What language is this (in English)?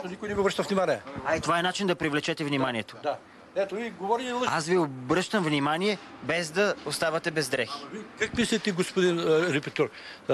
Bulgarian